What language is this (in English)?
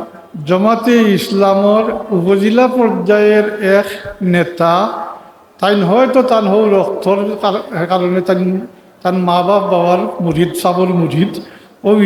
Sylheti